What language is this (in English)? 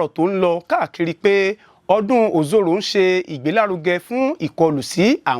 Yoruba